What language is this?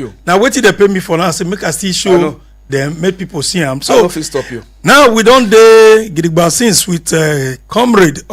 Nigerian Pidgin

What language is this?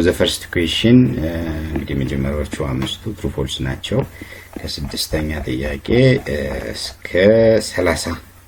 Amharic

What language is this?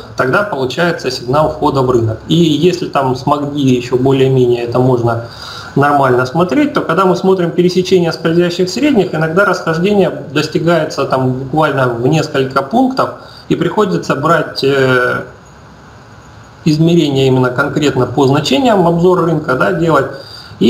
Russian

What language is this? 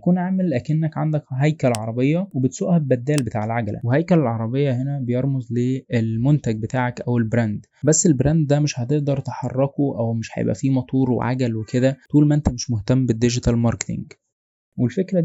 Egyptian Arabic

